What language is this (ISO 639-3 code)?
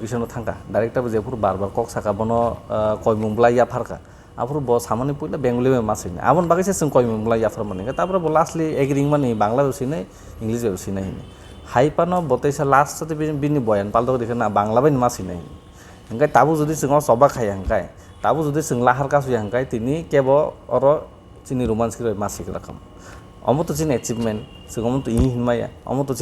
trp